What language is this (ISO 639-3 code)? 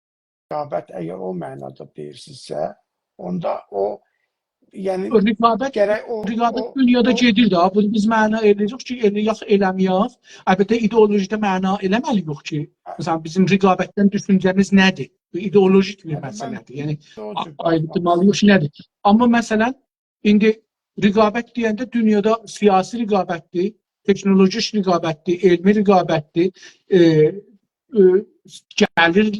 azb